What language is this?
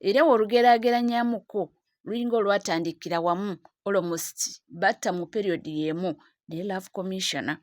Ganda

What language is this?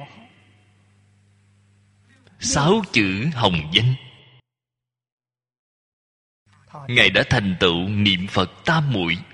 Vietnamese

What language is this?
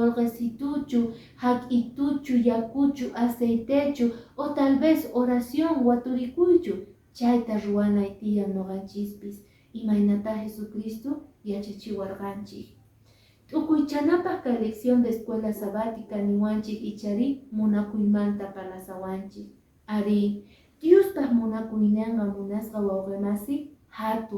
Quechua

